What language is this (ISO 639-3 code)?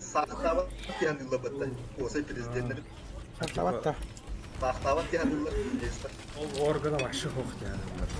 sah